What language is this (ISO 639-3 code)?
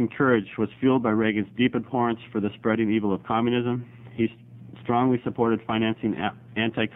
eng